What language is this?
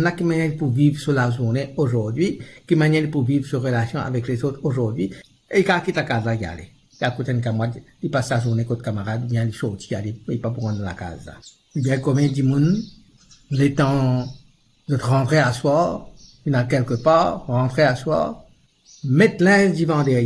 Morisyen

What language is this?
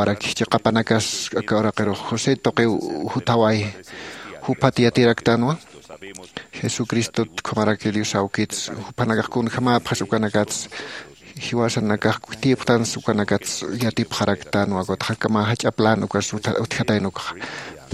Aymara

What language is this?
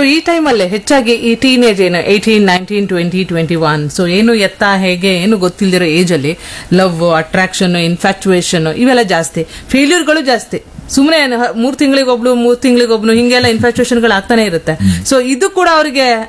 Kannada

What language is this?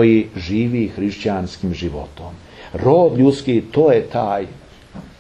Serbian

